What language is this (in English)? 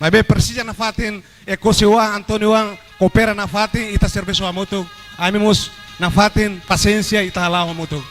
Tetum